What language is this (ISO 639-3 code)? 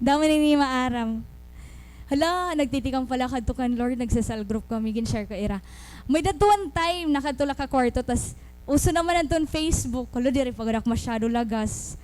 war